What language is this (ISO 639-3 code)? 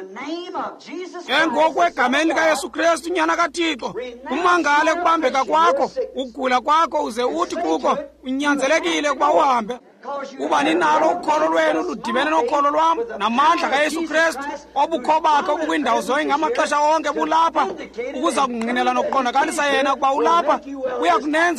xho